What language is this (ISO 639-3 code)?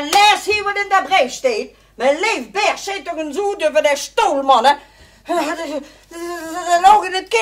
lim